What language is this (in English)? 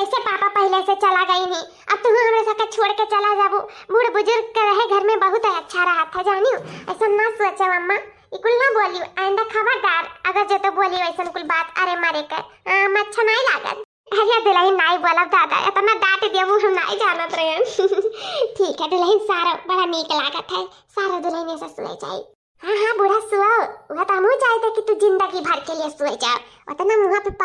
Awadhi